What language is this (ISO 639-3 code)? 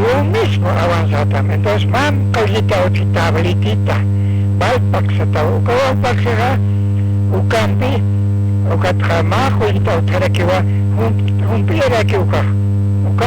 aym